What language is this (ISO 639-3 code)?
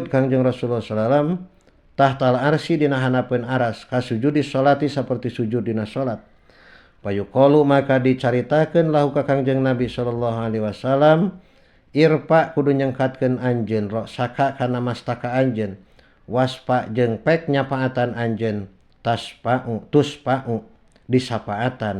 sun